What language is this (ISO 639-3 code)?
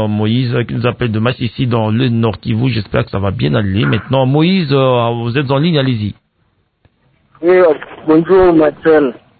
fra